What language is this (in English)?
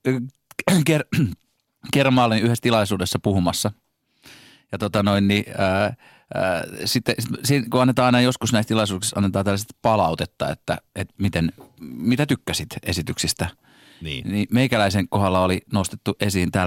Finnish